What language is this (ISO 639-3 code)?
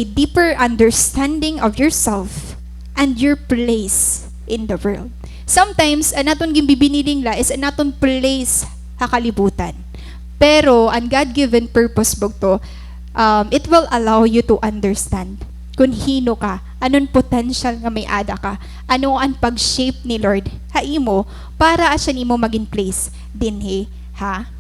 war